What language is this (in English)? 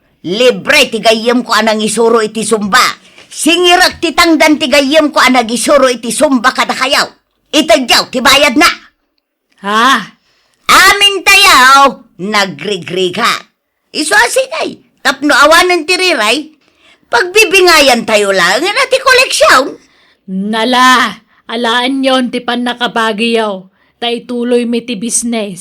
Iloko